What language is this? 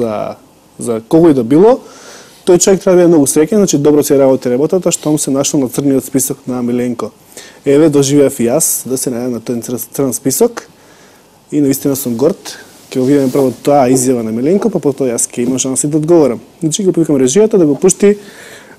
Macedonian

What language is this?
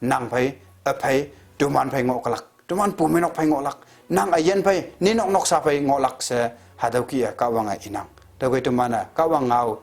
Konyak Naga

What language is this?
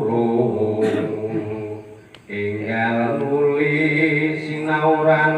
Javanese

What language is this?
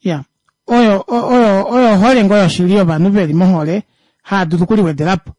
Kuanyama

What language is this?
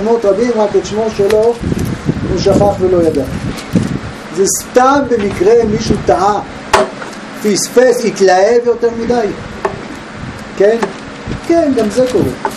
Hebrew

